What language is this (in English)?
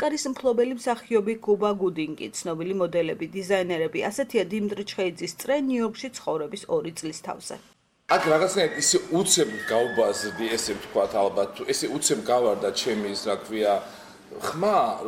Georgian